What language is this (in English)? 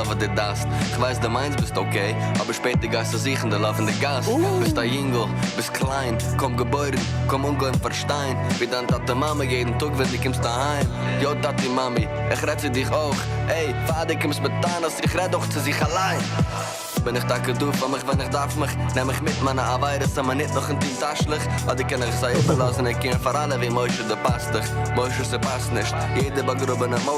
Yiddish